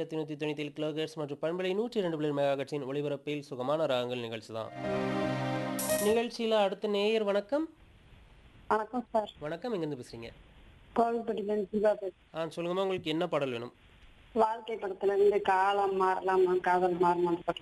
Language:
Tamil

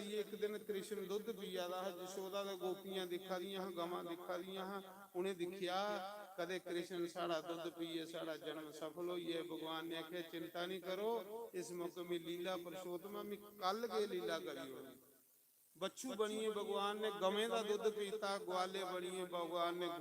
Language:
Dogri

